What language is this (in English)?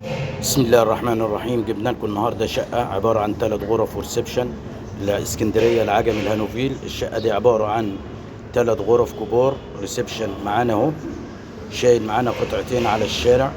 Egyptian Arabic